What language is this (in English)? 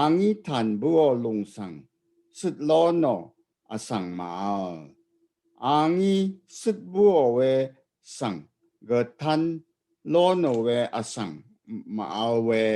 Rawang